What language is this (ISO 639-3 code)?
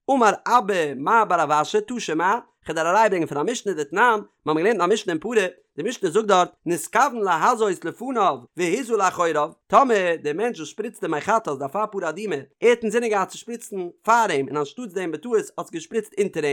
yid